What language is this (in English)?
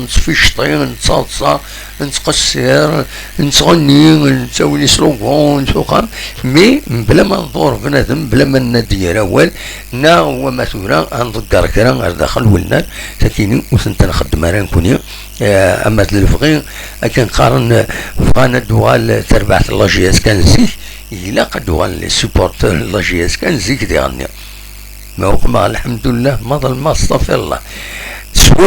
Kabyle